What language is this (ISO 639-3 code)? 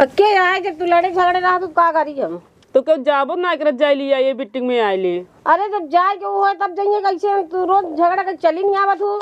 awa